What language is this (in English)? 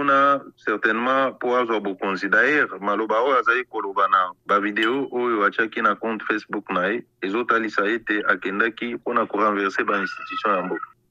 Lingala